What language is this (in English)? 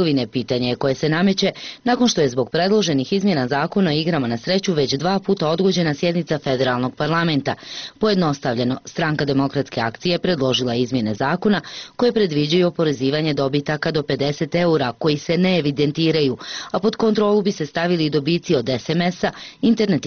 Bosnian